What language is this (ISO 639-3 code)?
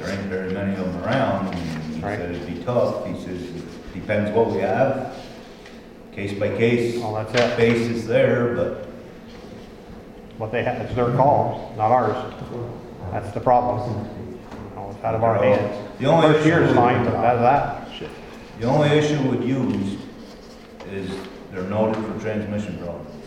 eng